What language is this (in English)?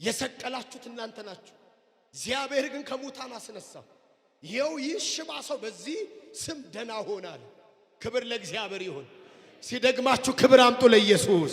Amharic